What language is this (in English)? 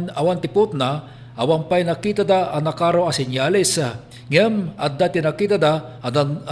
Iloko